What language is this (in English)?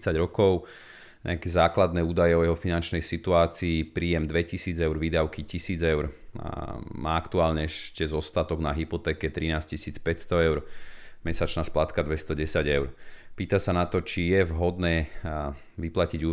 Slovak